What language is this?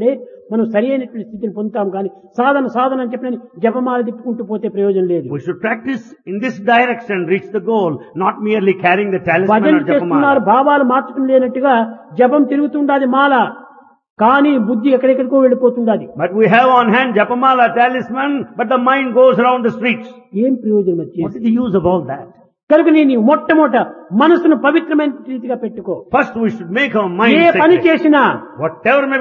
Telugu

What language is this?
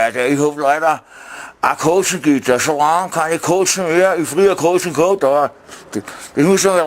Bavarian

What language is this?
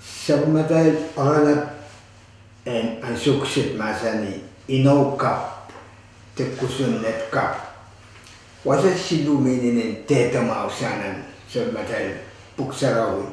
Pohnpeian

